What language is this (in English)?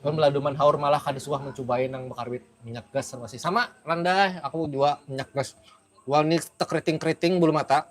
Banjar